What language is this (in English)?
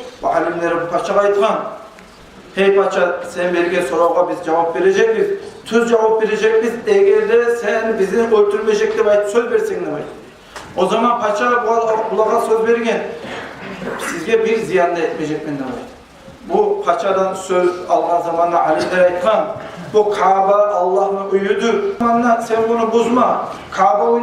Kumyk